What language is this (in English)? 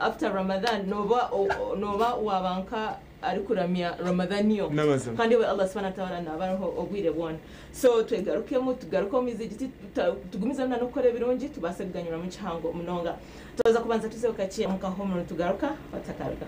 Nyankole